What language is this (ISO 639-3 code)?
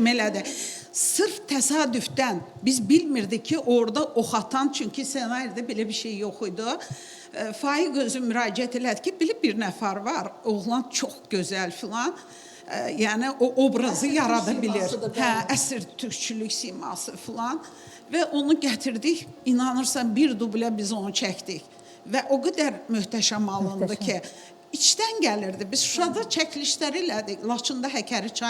aze